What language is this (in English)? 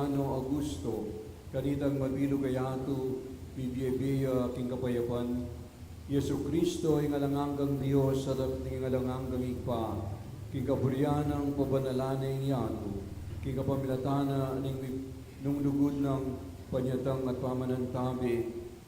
Pampanga